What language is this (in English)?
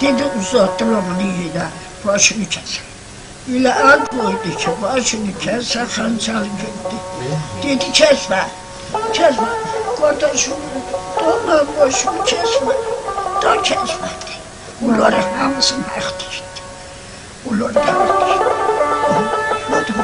South Azerbaijani